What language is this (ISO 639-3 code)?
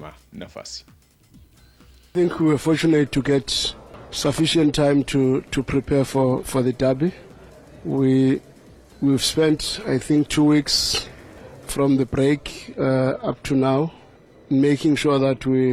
swa